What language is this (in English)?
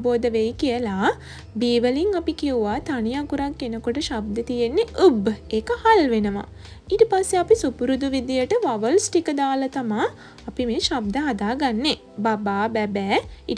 Sinhala